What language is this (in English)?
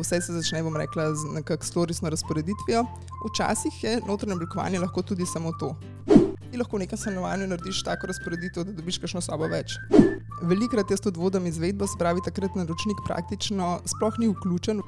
Slovenian